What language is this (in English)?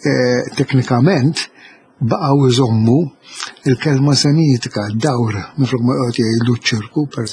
Maltese